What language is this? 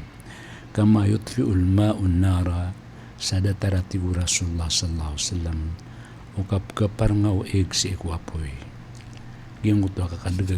Maranao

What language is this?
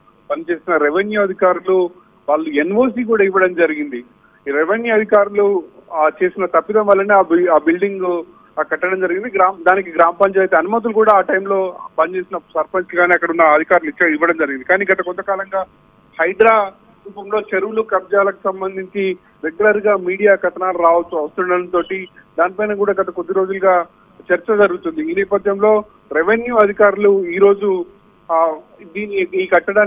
Telugu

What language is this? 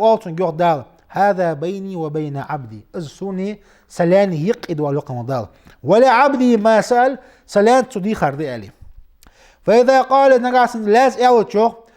Ingush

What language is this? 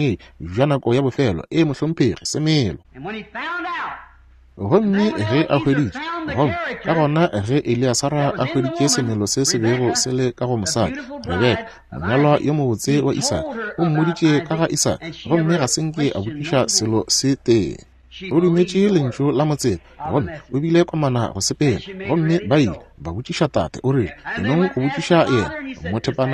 Northern Sotho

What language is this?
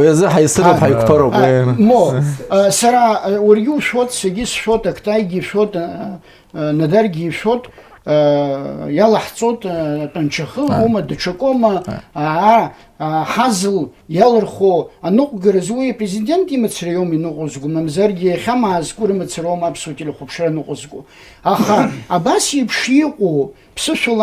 Abkhazian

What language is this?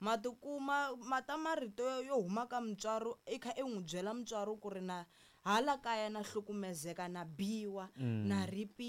Tsonga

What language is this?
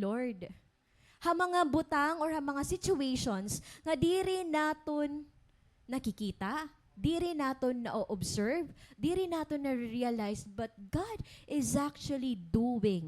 Waray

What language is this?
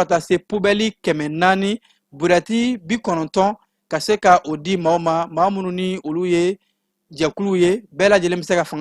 Bambara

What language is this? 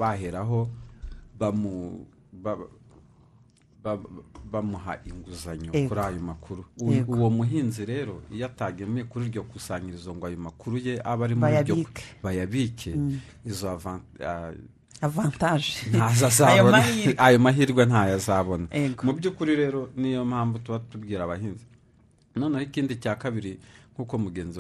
Kinyarwanda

